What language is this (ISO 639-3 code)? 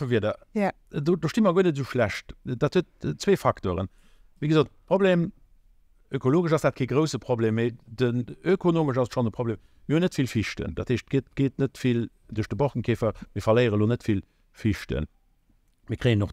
ltz